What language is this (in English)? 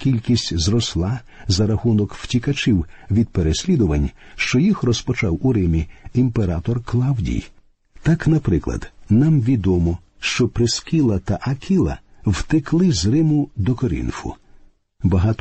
Ukrainian